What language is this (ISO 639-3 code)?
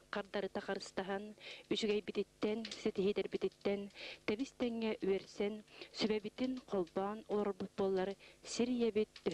sah